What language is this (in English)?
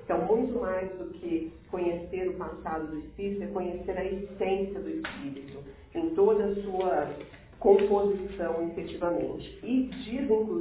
Portuguese